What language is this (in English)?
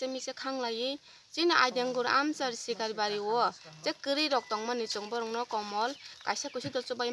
Kok Borok